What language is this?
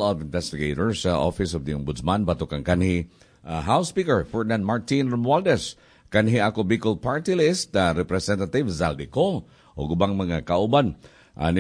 Cebuano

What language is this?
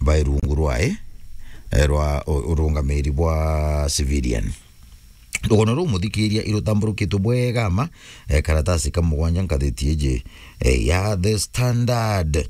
Meru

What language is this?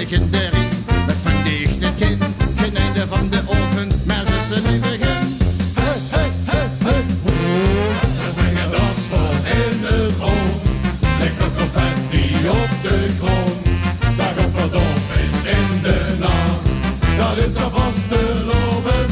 Limburgish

